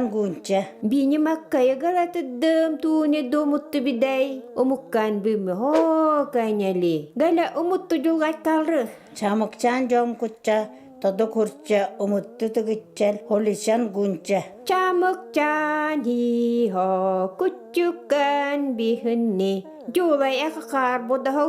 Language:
Yakut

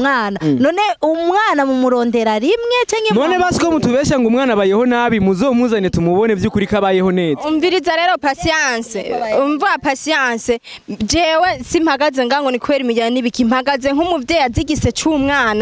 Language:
Rundi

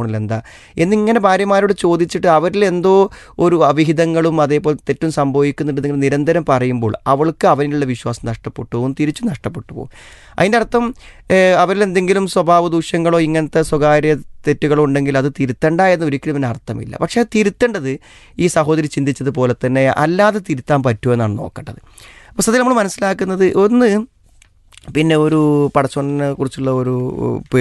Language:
Malayalam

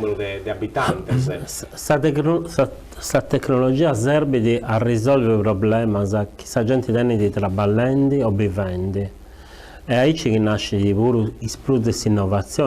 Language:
Sardinian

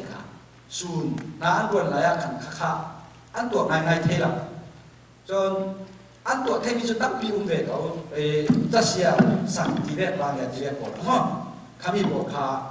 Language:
Falam Chin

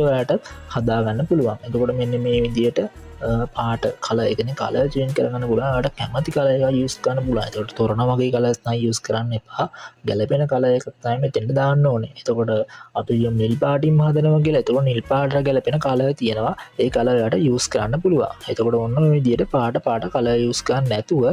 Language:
Sinhala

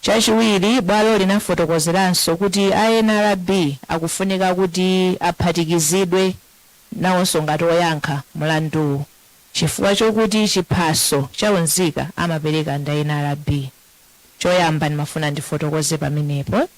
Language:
Nyanja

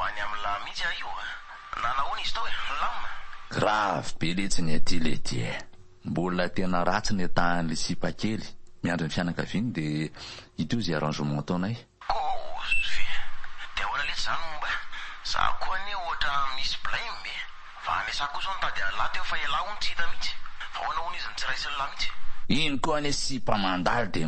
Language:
Malagasy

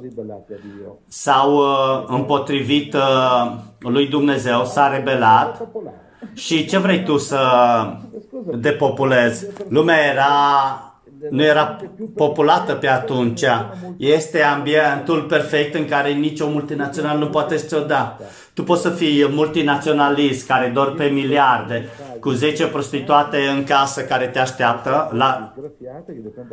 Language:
Romanian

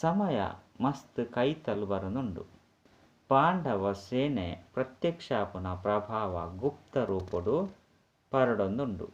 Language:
Tulu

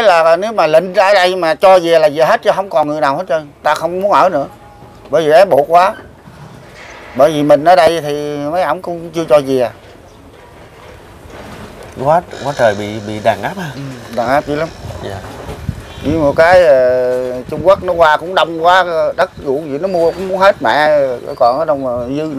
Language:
Vietnamese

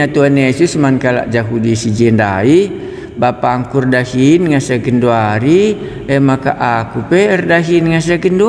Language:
Batak Karo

